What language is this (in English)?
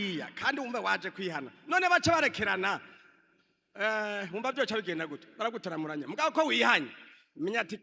Rundi